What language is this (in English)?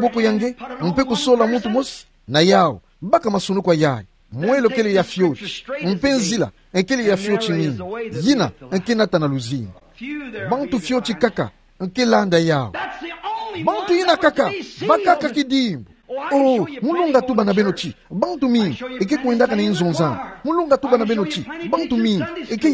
Kituba (Democratic Republic of Congo)